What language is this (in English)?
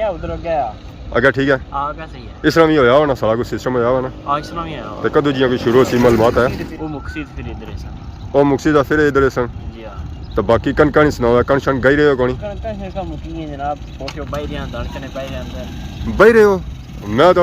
Pahari-Potwari